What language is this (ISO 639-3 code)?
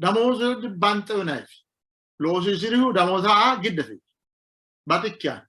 sid